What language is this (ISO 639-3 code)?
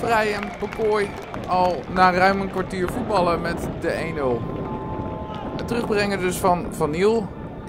nld